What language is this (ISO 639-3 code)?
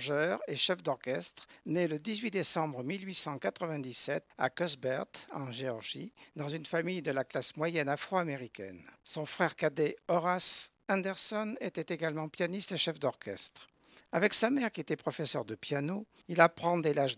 fra